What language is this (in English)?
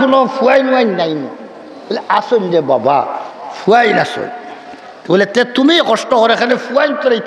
Sylheti